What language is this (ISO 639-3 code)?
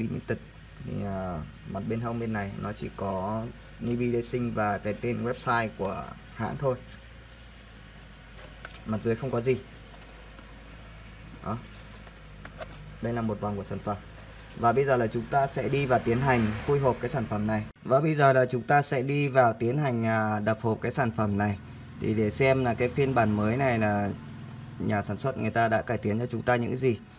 vie